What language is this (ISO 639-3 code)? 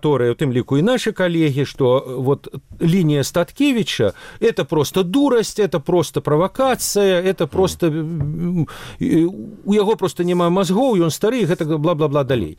bel